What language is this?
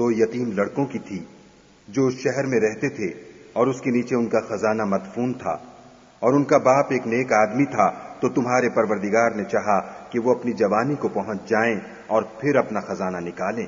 Urdu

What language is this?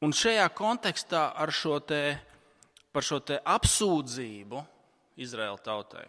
Latvian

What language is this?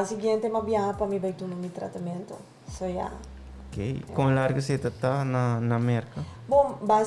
Papiamento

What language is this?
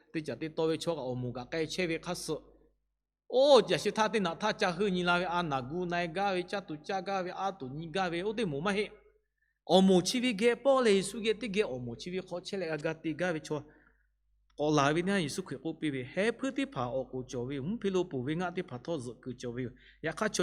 Lahu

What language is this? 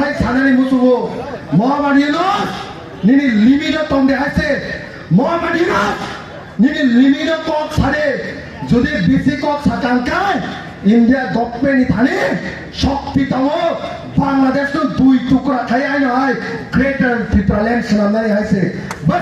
Kok Borok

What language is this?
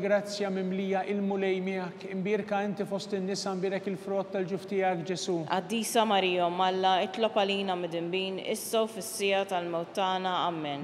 Maltese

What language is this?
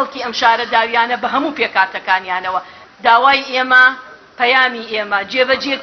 Central Kurdish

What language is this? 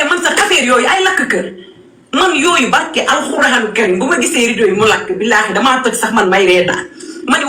Wolof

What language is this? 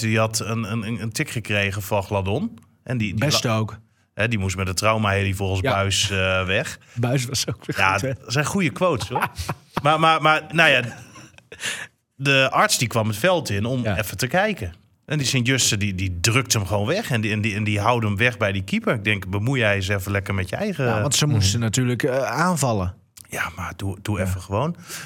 Dutch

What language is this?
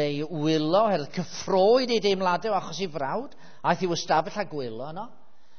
Welsh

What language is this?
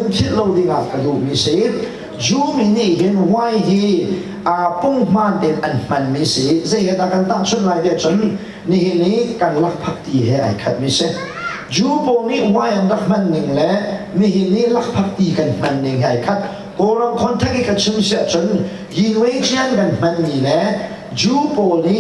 Hakha Chin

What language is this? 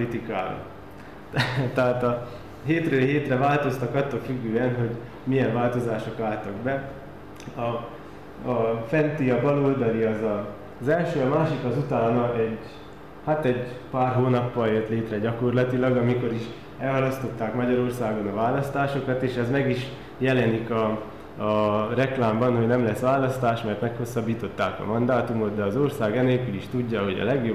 Hungarian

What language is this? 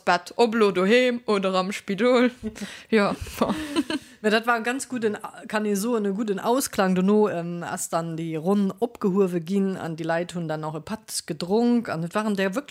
Luxembourgish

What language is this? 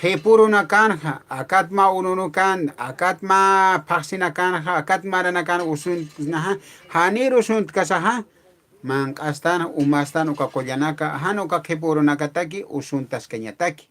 Aymara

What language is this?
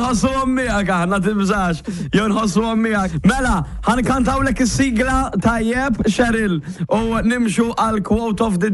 Maltese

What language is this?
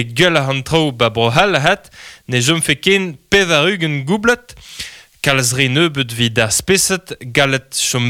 Breton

